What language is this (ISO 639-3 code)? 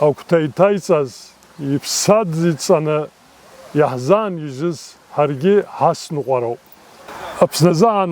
abk